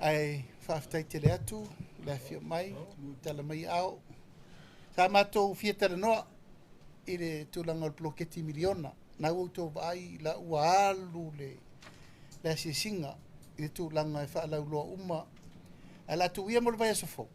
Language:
Samoan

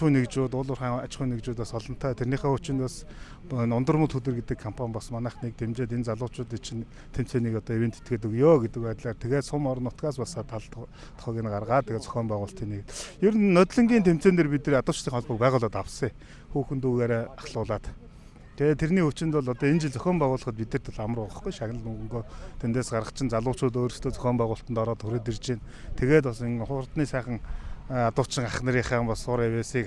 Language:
Mongolian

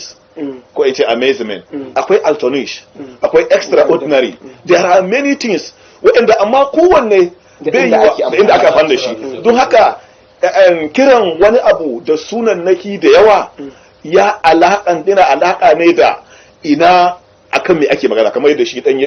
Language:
Hausa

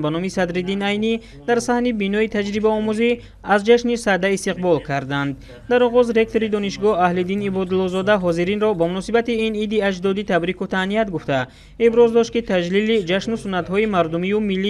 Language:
Tajik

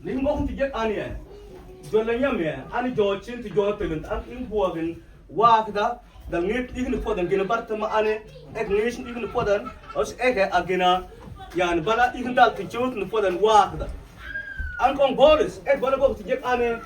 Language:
Mabaan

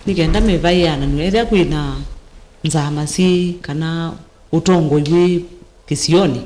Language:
Kamba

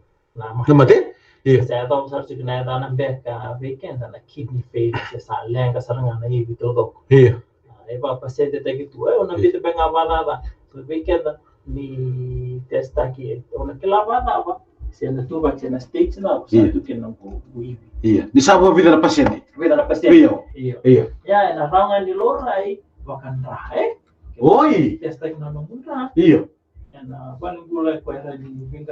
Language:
Fijian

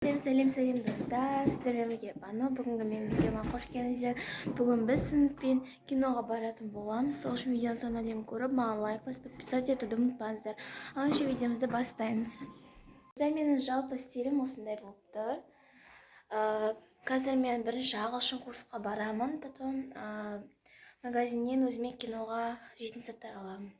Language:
Kazakh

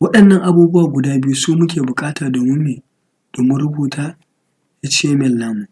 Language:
Hausa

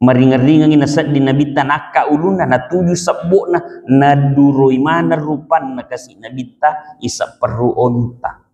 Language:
Buginese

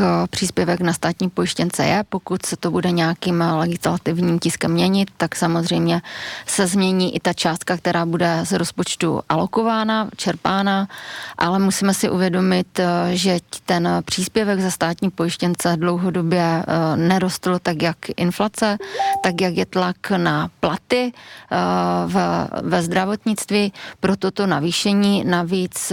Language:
Czech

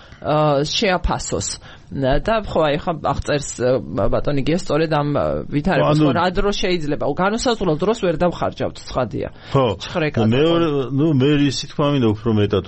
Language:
Georgian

